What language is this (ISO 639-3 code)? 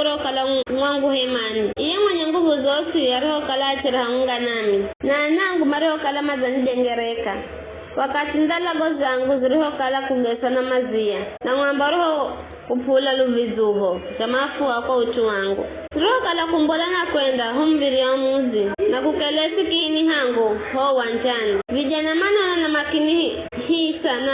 nyf